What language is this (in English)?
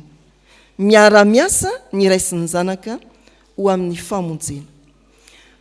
Malagasy